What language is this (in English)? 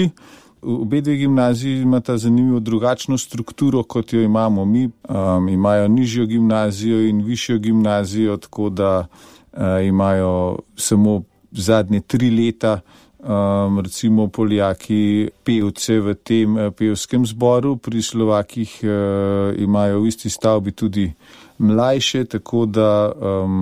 Slovenian